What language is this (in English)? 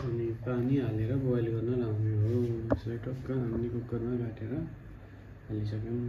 Nepali